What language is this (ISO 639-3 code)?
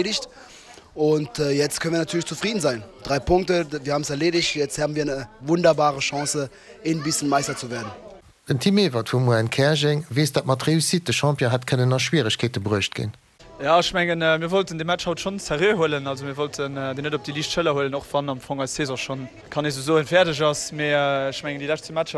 ltz